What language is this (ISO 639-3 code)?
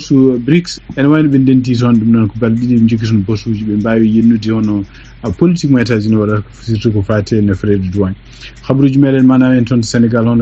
ful